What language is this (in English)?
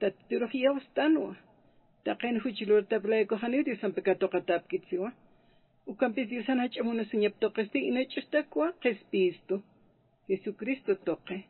Aymara